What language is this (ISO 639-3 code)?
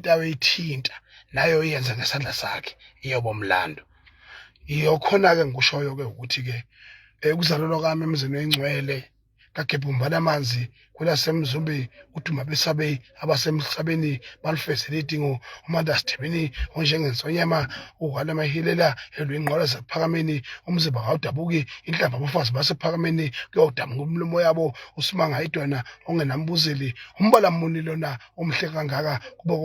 zul